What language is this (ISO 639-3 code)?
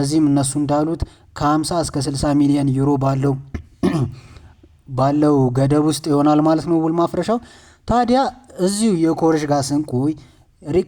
amh